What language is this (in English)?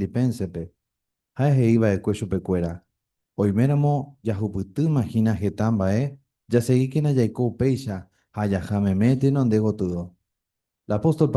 Guarani